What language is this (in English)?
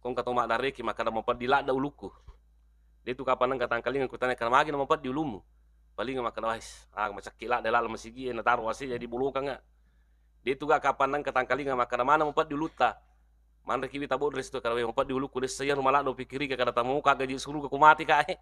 Buginese